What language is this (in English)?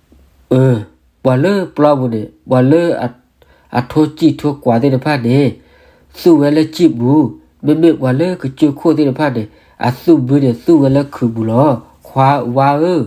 S'gaw Karen